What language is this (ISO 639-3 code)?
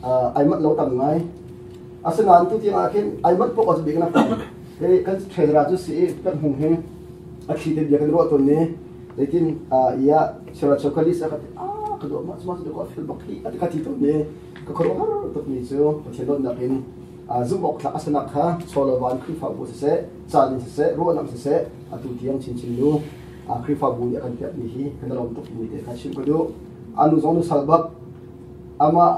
cnh